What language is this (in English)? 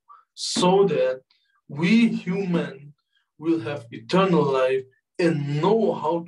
English